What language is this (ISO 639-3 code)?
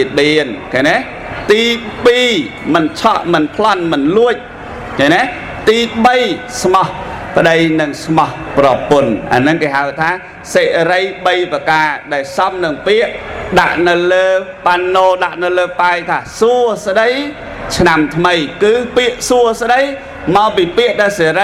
khm